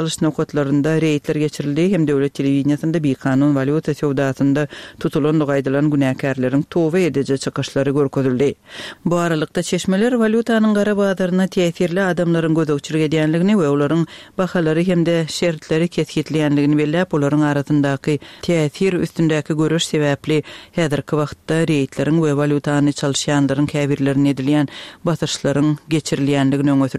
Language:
Turkmen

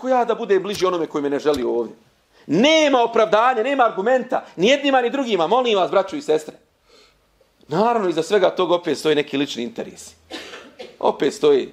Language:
Bosnian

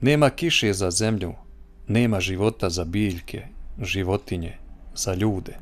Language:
Bosnian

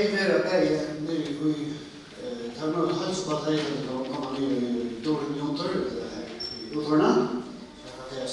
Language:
Faroese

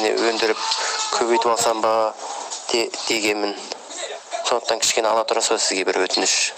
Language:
Kazakh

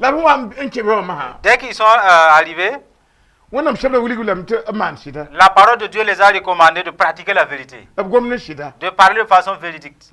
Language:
Mossi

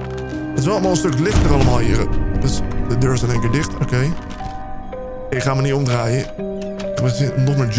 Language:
Dutch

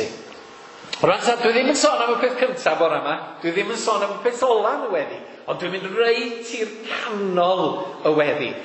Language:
Welsh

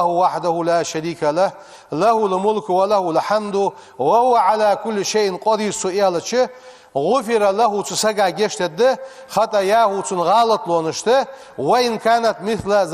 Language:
Ingush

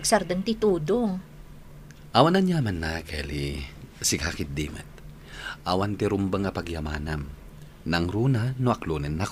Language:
Iloko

